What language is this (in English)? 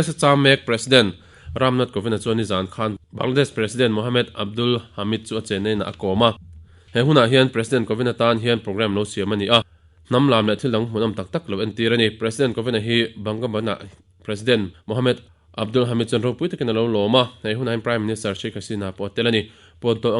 Mizo